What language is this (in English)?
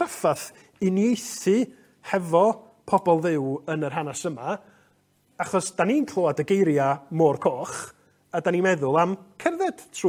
Welsh